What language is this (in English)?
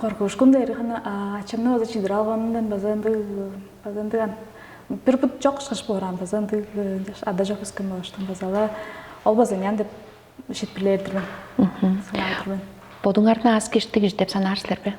Tuvinian